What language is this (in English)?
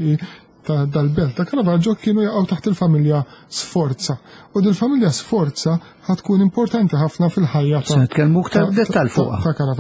Maltese